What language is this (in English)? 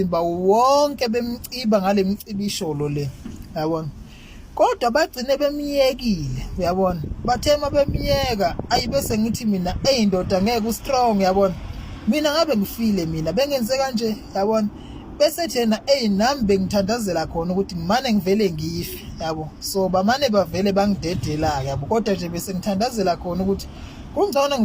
Zulu